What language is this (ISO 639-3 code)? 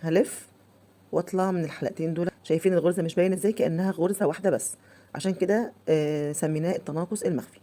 arz